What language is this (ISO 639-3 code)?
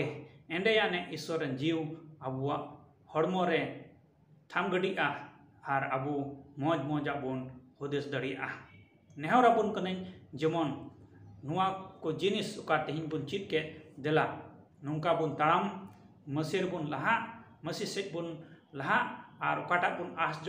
sat